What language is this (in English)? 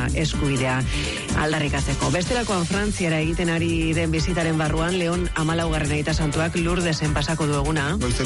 Basque